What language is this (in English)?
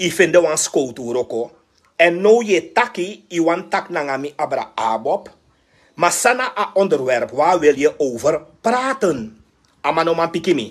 Sranan Tongo